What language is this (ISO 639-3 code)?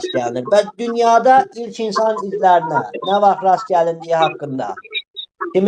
aze